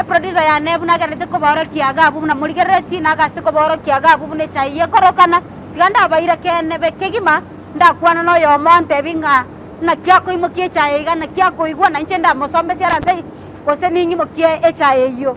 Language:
Gusii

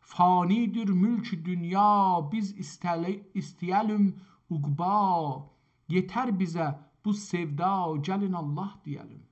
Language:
South Azerbaijani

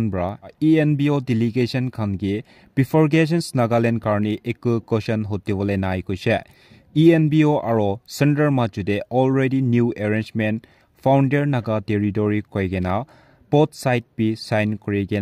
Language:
Naga Pidgin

